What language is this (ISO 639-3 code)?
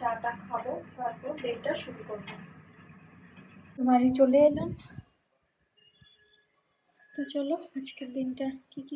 ben